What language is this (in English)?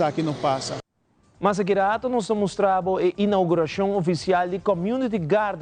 Papiamento